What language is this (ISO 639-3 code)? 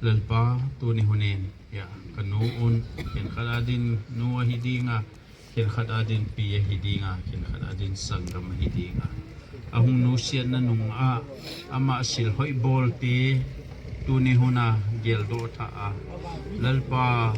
ctd